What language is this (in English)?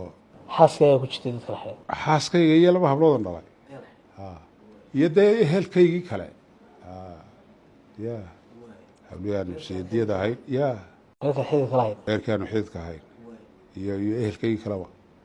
Somali